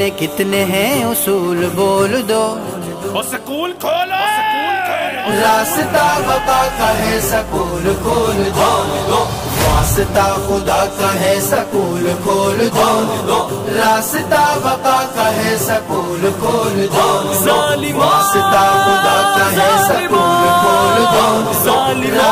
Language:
Urdu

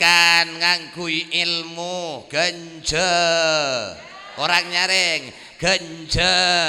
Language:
Madurese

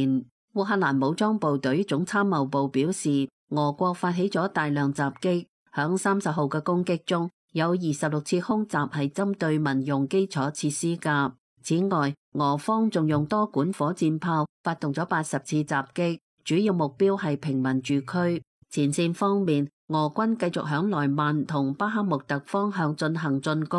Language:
Cantonese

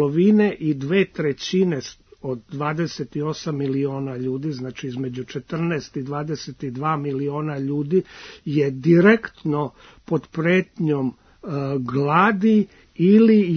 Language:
Serbian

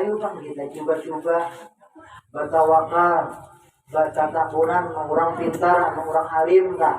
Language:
Banjar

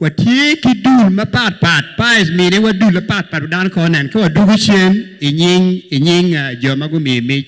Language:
Acoli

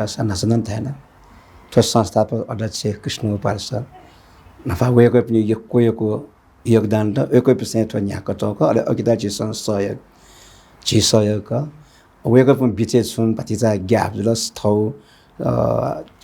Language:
Newari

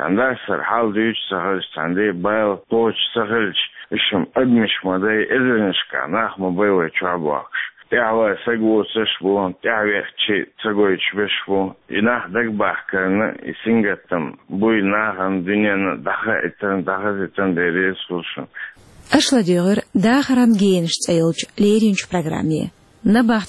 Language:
Chechen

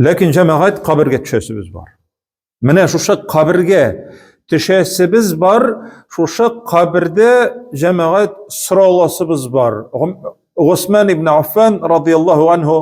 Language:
Tatar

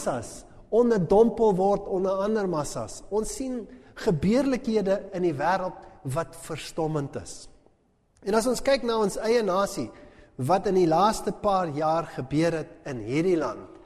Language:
Afrikaans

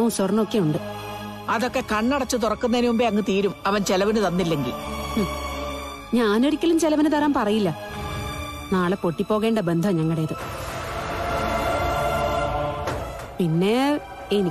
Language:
Malayalam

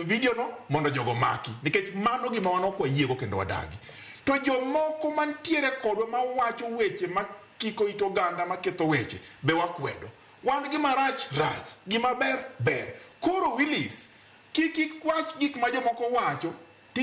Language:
Luo (Kenya and Tanzania)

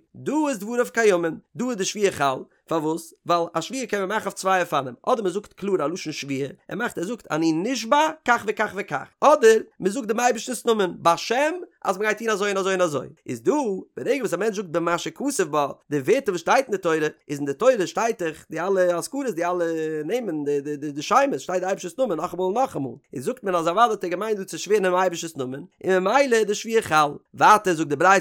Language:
Yiddish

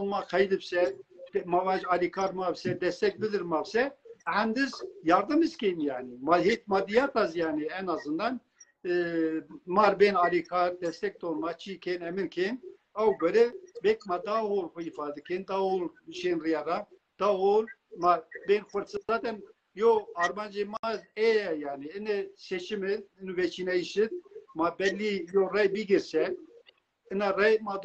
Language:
Zaza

